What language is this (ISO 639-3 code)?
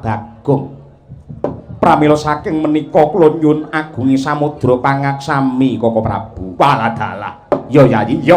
jav